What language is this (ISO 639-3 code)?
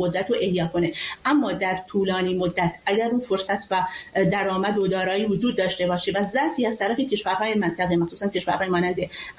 fas